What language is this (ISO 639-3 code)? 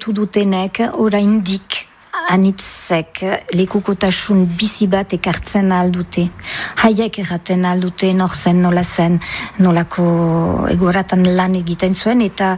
eus